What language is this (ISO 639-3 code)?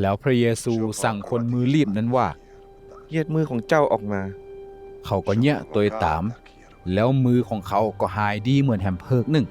nod